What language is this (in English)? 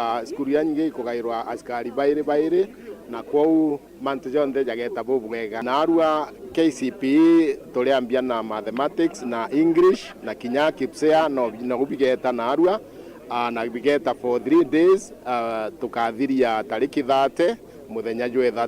Meru